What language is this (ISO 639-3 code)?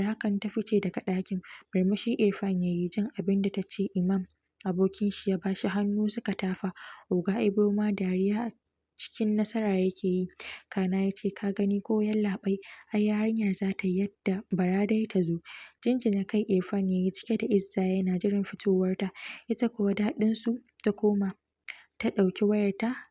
hau